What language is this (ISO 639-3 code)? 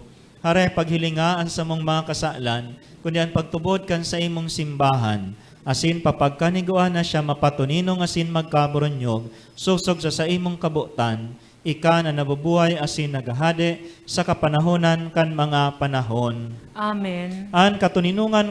bik